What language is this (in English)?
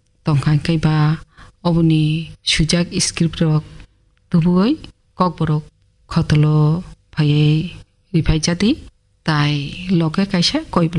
Kok Borok